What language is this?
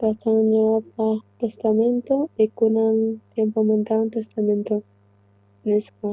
South Bolivian Quechua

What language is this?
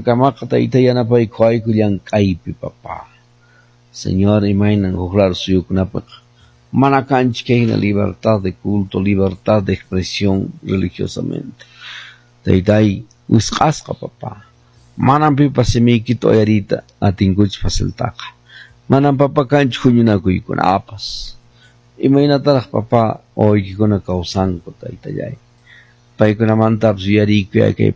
Quechua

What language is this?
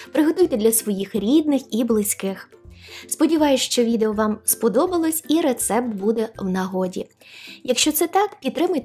Ukrainian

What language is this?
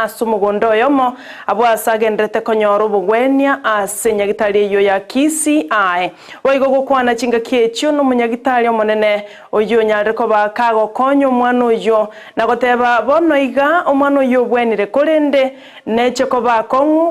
Gusii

